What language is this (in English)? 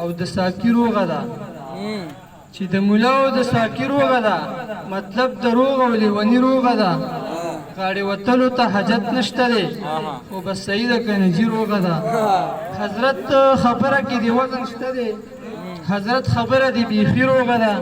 Pashto